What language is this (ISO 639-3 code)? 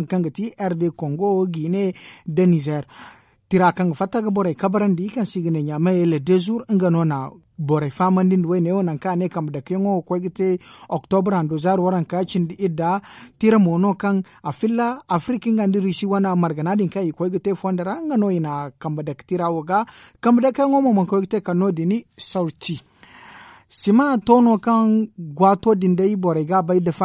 dje